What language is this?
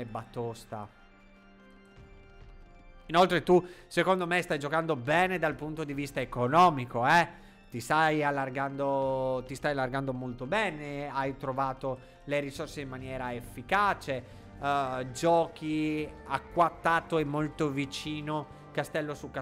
Italian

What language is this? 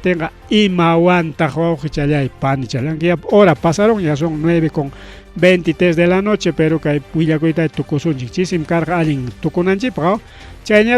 Ayacucho Quechua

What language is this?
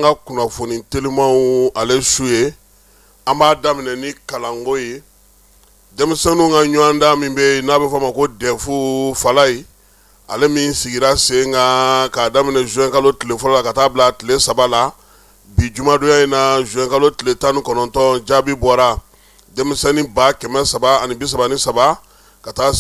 Bambara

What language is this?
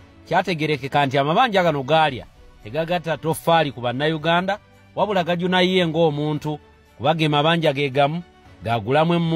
Ganda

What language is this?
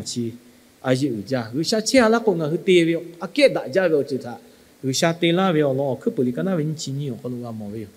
Lahu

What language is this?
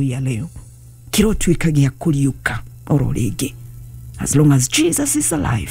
Kikuyu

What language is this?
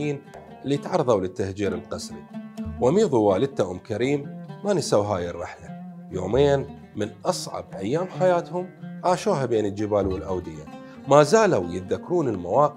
Mesopotamian Arabic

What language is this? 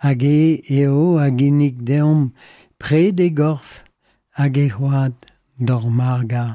Breton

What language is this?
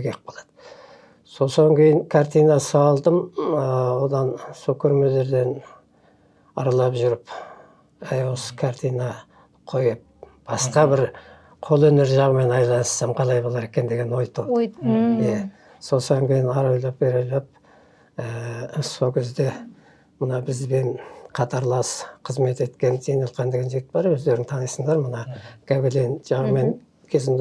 Kazakh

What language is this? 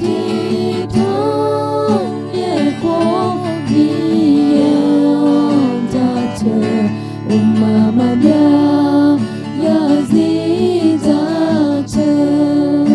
Akha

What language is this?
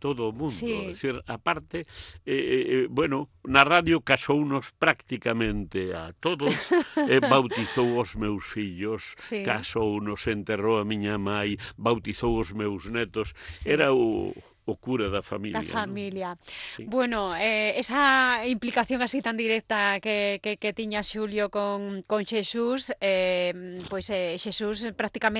Galician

